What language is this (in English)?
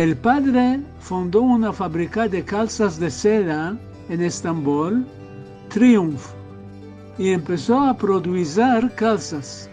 Ladino